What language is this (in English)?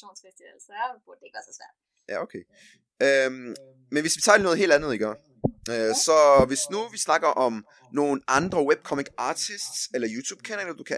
Danish